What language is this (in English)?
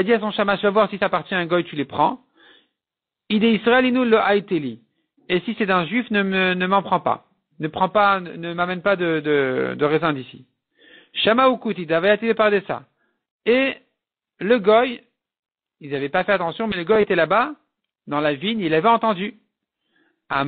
French